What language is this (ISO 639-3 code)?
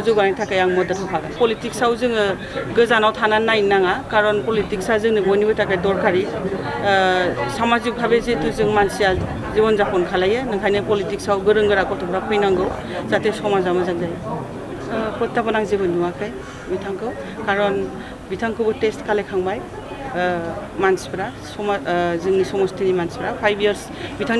brx